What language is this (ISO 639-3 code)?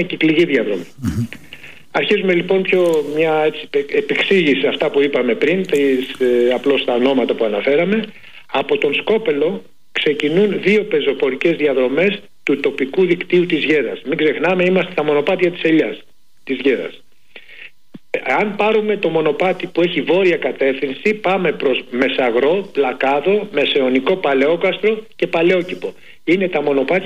ell